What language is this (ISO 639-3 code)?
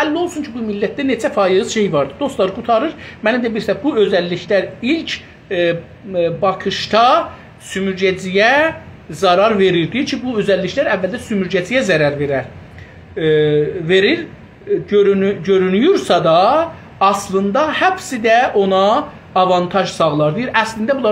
azb